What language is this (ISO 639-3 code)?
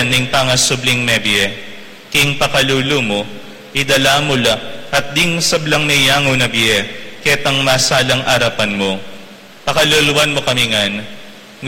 pam